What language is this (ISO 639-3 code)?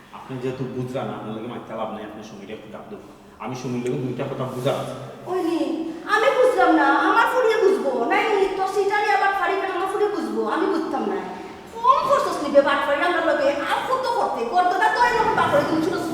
syl